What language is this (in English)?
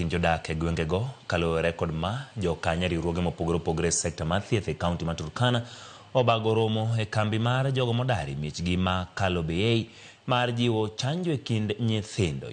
Luo (Kenya and Tanzania)